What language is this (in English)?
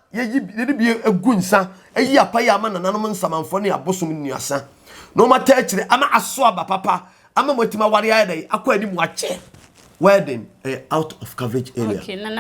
Akan